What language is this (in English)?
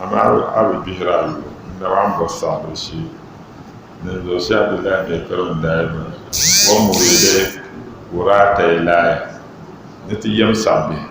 Dagbani